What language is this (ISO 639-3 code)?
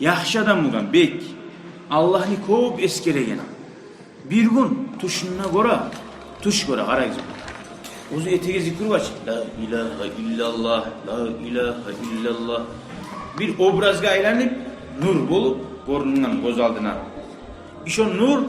kum